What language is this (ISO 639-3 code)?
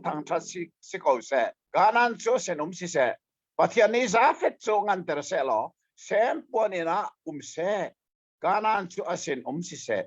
cnh